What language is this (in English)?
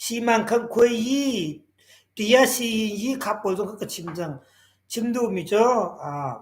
Hakha Chin